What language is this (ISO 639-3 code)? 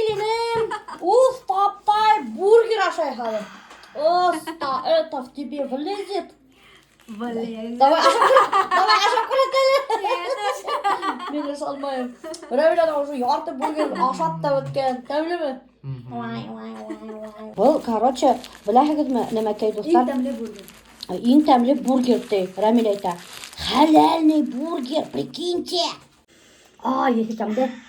bak